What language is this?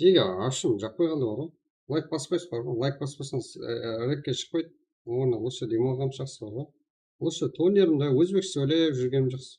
Kara-Kalpak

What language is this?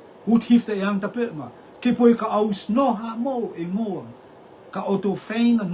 Rotuman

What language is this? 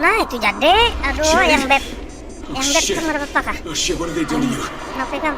Banjar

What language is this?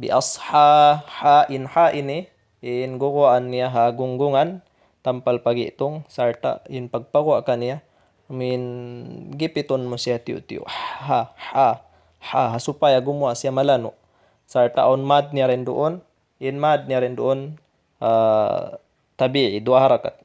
Tausug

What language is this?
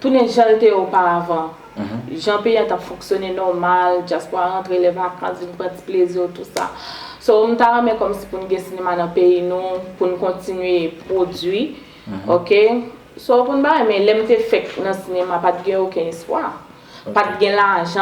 Haitian Creole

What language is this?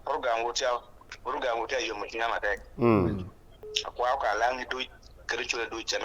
Acoli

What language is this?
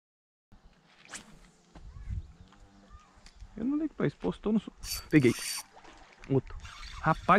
Portuguese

